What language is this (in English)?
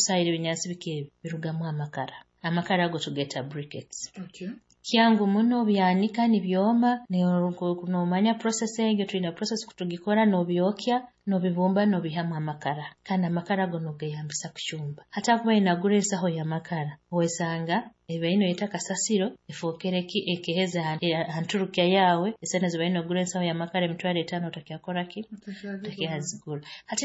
Nyoro